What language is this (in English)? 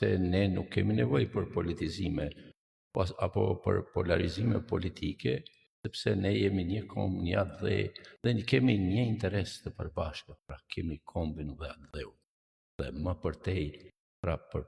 Albanian